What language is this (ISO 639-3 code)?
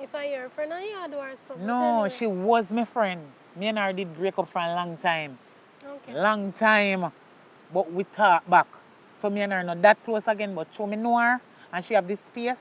jam